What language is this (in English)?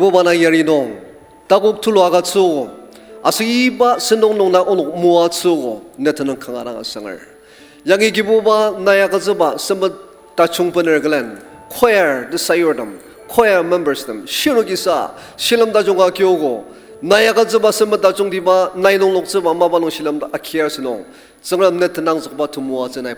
Ao Naga